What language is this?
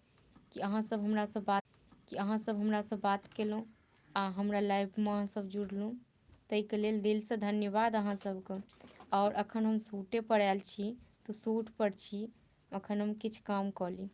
Maithili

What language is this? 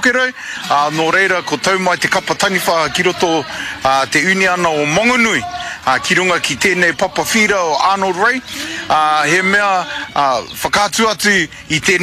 Māori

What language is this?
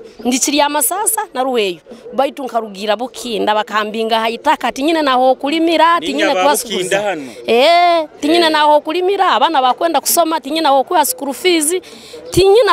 Nyoro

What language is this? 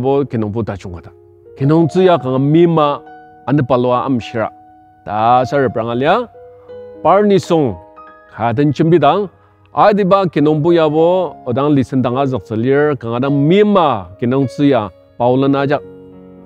Ao Naga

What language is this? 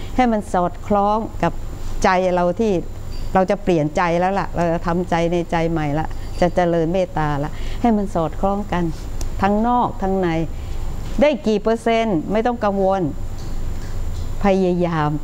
Thai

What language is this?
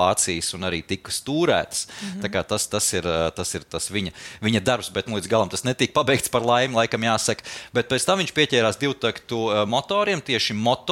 Latvian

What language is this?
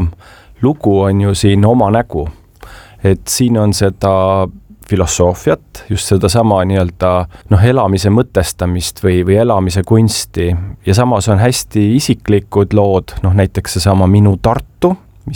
Estonian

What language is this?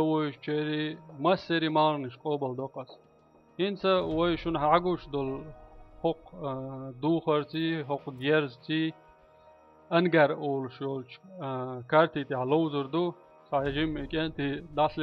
Chechen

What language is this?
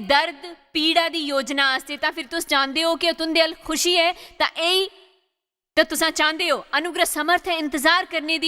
Dogri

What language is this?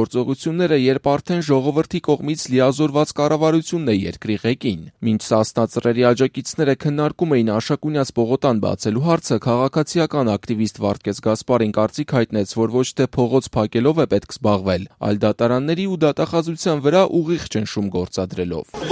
Armenian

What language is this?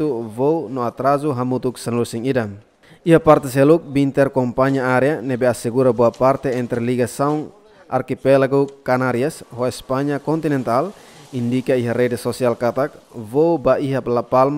Tetum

